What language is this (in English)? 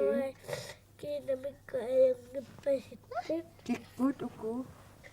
Kalaallisut